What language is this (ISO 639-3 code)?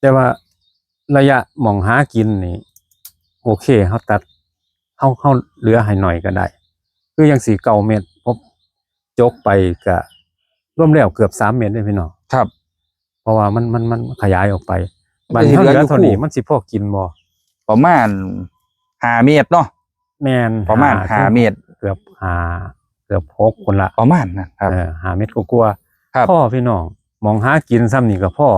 tts